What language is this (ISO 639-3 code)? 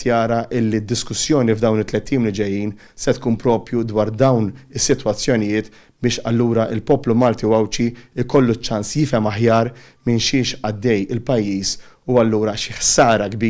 mlt